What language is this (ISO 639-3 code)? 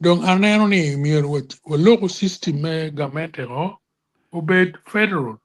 ach